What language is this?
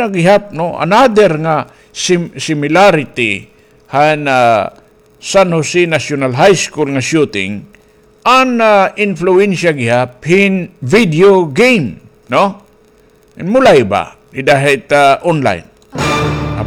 Waray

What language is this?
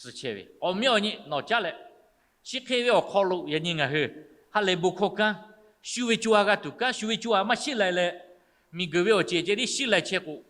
Lahu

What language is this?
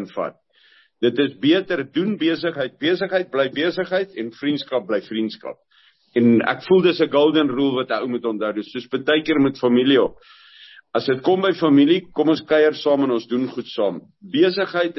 Afrikaans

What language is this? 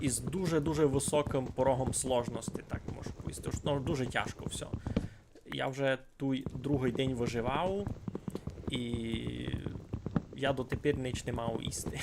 Rusyn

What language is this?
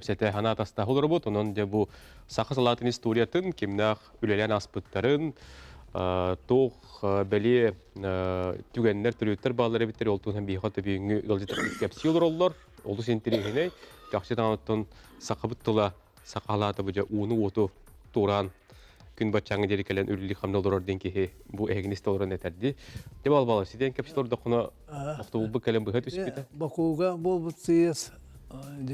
Yakut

